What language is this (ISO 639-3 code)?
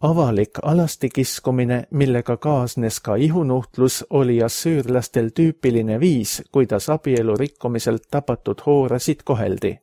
est